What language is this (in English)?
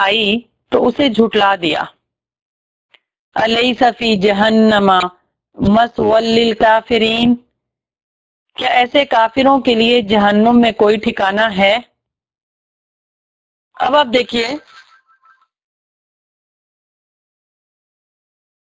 Urdu